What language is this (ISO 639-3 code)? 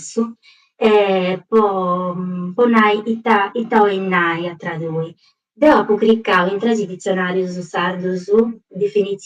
srd